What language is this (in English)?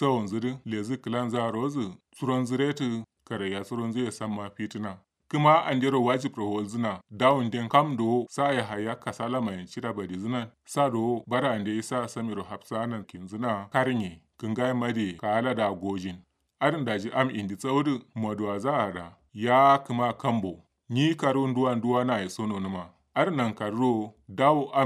Kanuri